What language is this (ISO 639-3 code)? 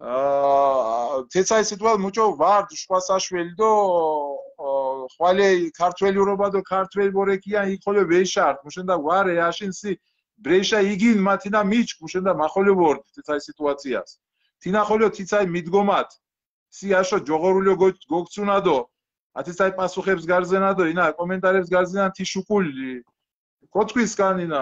xmf